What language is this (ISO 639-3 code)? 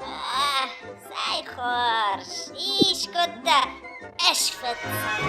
oss